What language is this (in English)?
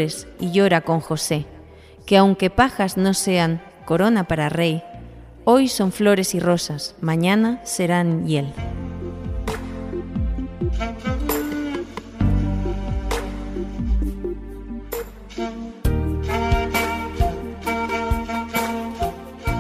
Spanish